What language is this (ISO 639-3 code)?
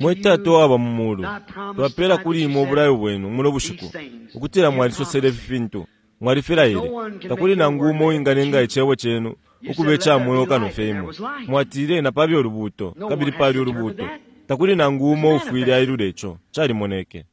bem